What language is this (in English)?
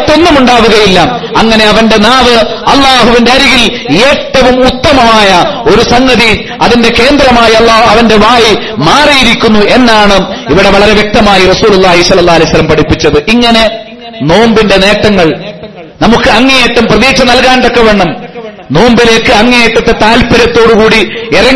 Malayalam